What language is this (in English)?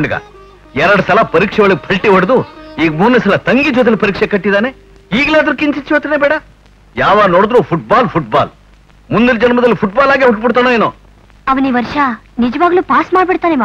Kannada